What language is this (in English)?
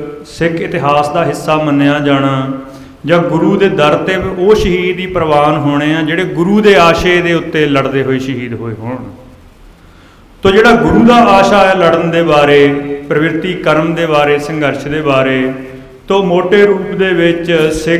Punjabi